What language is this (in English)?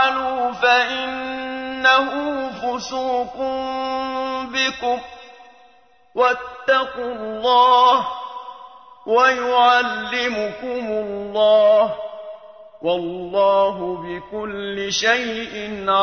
Arabic